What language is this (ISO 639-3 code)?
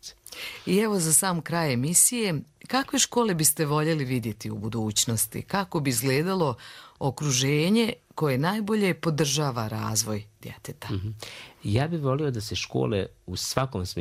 hrv